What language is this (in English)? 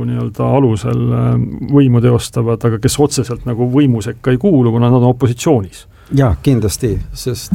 Estonian